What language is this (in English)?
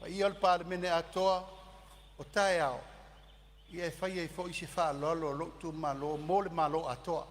Samoan